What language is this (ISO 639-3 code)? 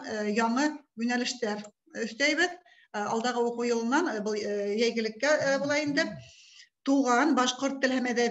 bak